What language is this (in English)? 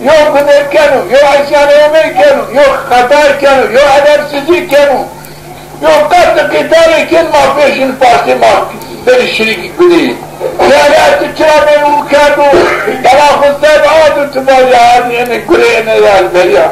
Zaza